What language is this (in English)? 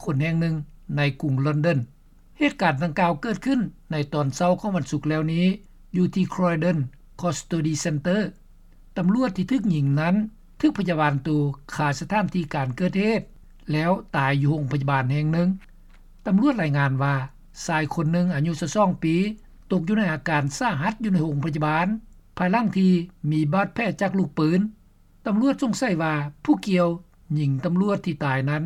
Lao